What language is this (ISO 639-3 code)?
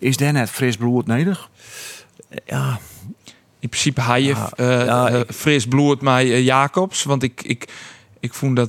fry